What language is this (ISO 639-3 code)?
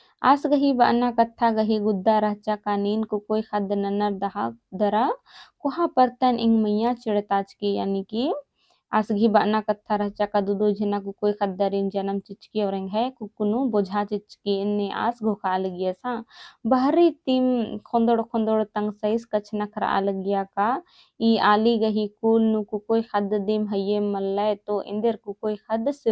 kru